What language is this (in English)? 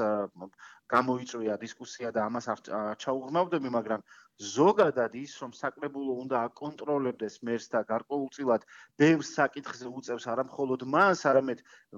Georgian